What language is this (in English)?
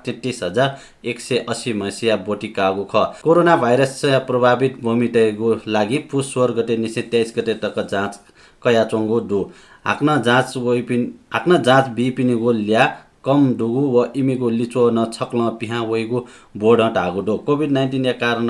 Newari